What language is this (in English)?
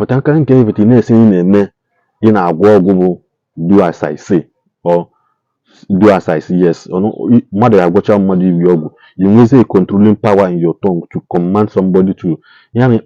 Igbo